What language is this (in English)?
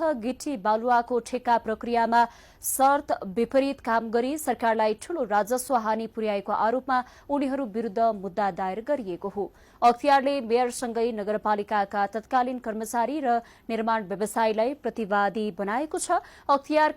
Nepali